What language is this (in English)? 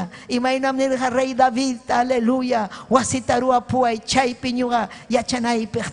Ayacucho Quechua